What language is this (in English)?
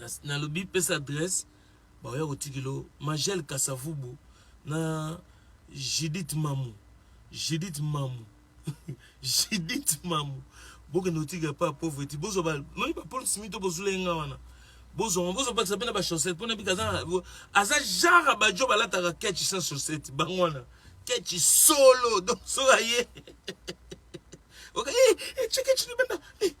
Lingala